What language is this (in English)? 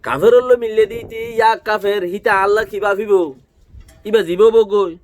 Rohingya